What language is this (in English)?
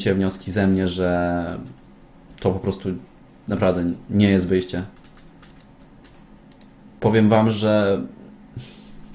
Polish